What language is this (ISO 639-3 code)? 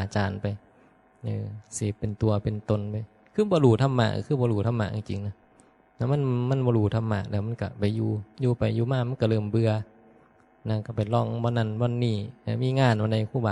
tts